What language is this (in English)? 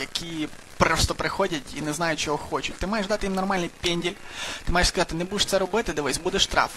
Ukrainian